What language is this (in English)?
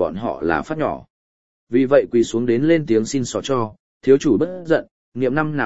Vietnamese